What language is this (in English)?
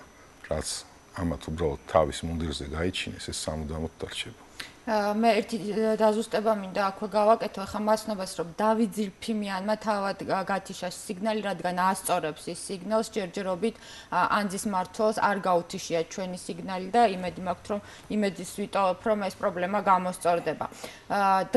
Georgian